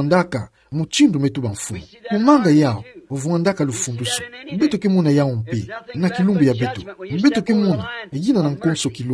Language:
Kituba (Democratic Republic of Congo)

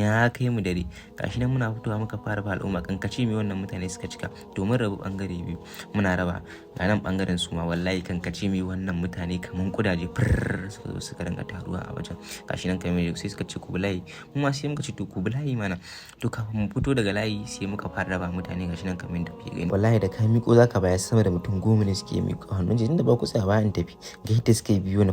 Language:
Hausa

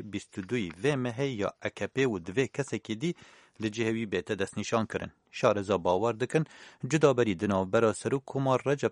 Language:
Kurdish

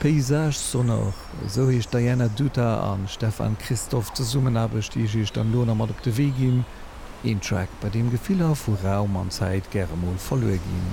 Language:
Luxembourgish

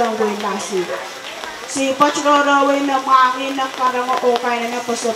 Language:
Pohnpeian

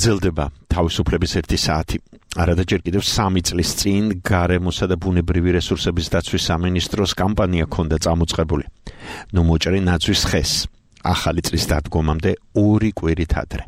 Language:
Georgian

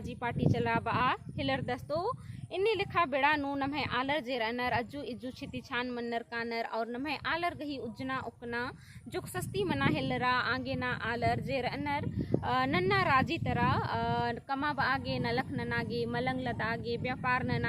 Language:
Kurukh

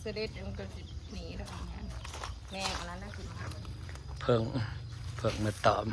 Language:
Northeastern Thai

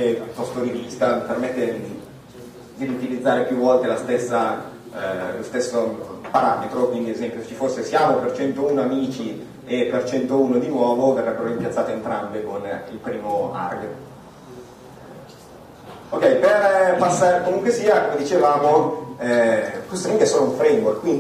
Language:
Italian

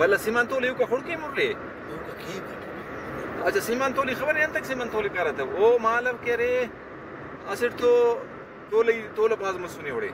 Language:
Brahui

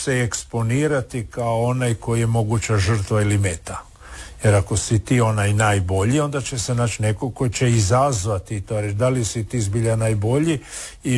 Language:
Croatian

